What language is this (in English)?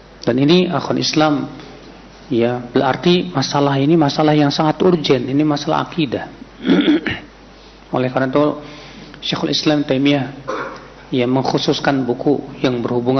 Indonesian